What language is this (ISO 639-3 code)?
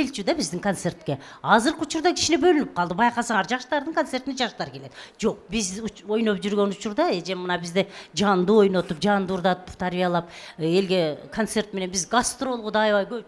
kir